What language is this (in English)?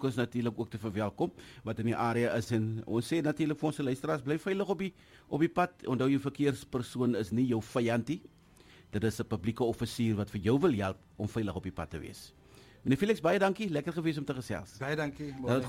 Afrikaans